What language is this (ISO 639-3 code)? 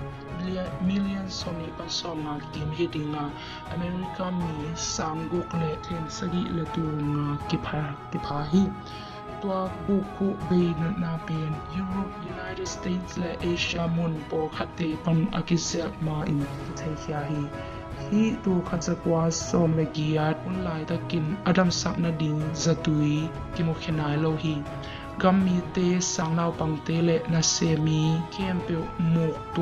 ctd